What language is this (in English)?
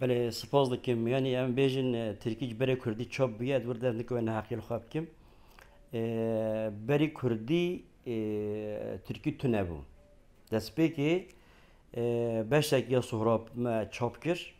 Kurdish